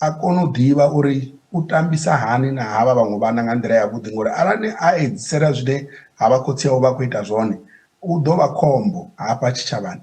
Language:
Venda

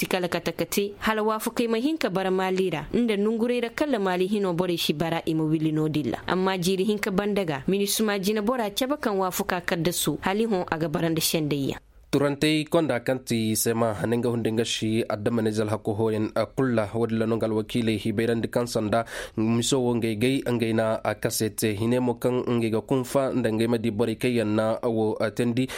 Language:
Koyraboro Senni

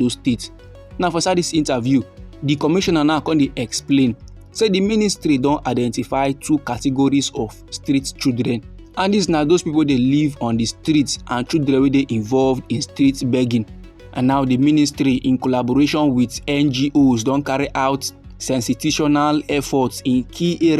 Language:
Nigerian Pidgin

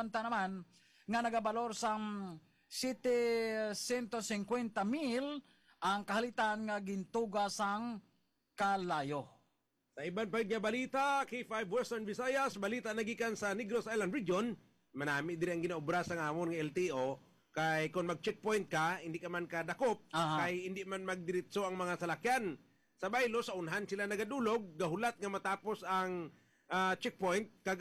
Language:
Hiligaynon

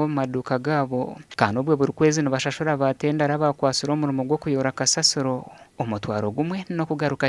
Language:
Nyankole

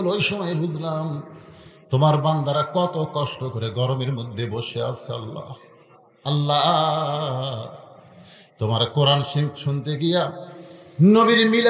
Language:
Bangla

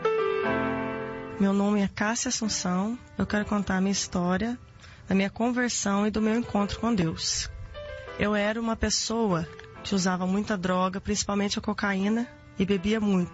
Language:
Portuguese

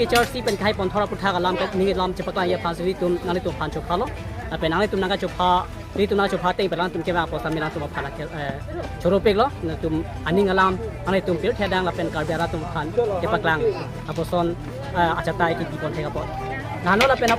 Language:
Karbi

